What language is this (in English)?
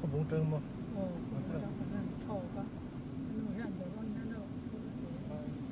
Mizo